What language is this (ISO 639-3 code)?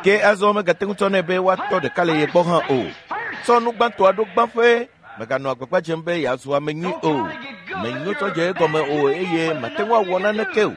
ewe